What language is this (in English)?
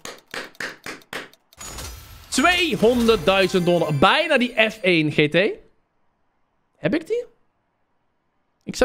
Dutch